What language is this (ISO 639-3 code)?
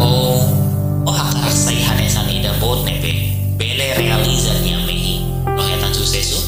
tet